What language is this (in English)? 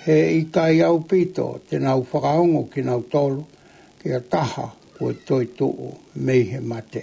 Tongan